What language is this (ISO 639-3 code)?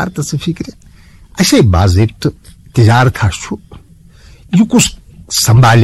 kas